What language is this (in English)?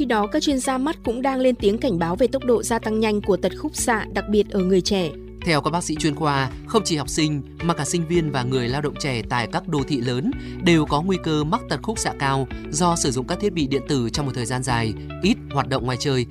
Vietnamese